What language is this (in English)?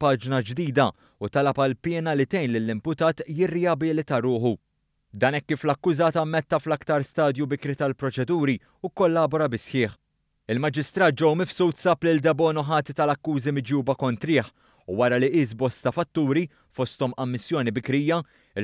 Maltese